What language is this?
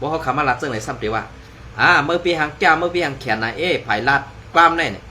Shan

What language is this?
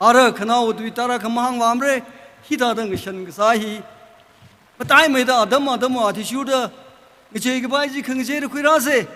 Tangkhul Naga (India)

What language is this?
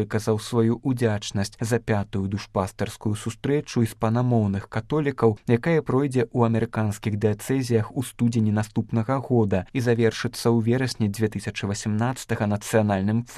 Belarusian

